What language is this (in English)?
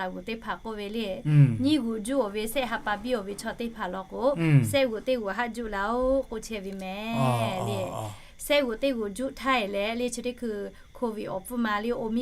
Lahu